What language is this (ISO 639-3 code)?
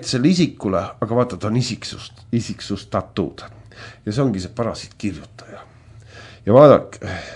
est